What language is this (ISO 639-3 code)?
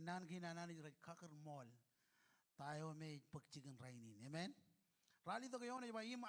mah